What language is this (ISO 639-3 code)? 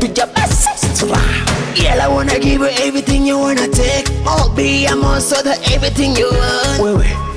nyo